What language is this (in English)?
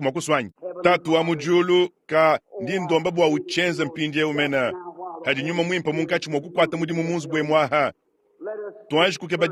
Luba-Lulua